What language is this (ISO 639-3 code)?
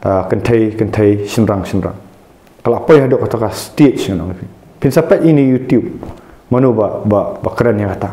kha